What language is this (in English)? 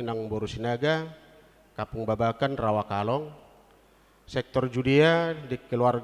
Batak Toba